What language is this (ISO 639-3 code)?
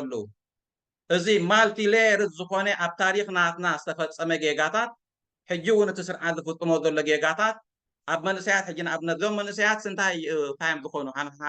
tir